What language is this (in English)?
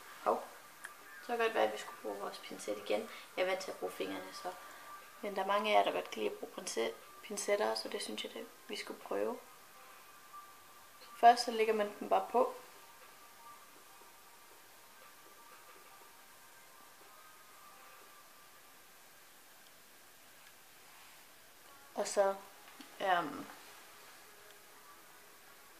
Danish